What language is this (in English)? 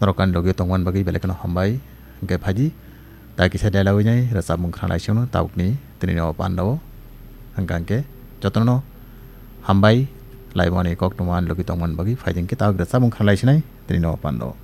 Kok Borok